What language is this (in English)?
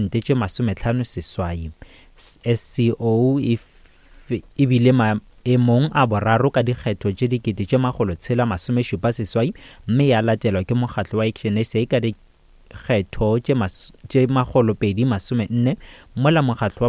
Northern Sotho